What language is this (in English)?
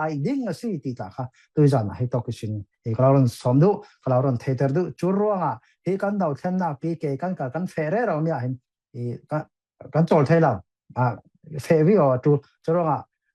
Falam Chin